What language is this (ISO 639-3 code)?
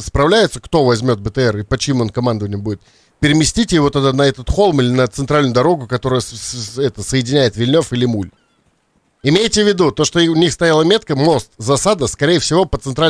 rus